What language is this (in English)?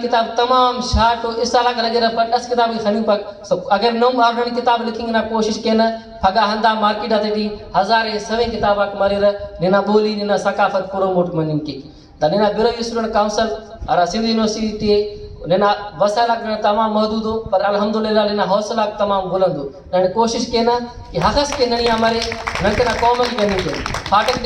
Brahui